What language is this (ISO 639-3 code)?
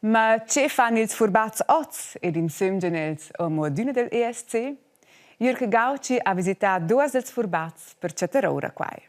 roh